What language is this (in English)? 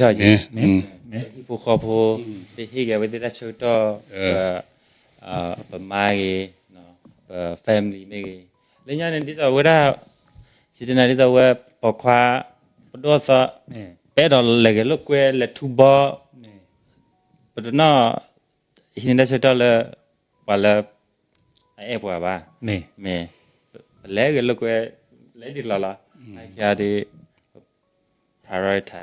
S'gaw Karen